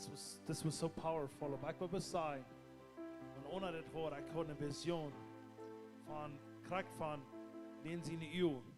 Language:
Plautdietsch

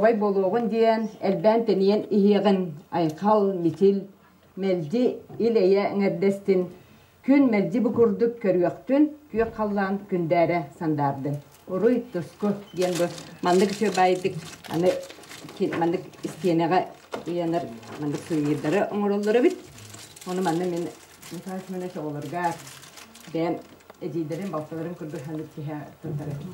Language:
Yakut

